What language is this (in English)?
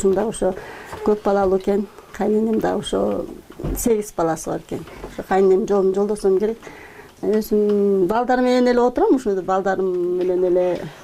Kyrgyz